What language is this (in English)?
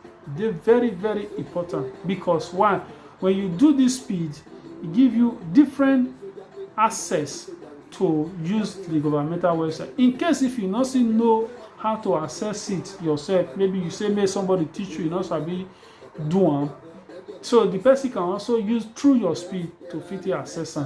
Nigerian Pidgin